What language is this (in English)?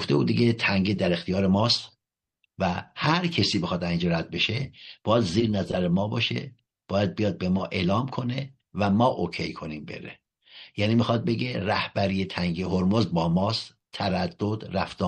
Persian